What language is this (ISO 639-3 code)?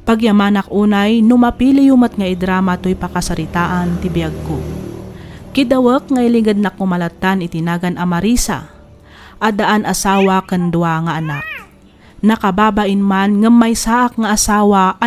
ilo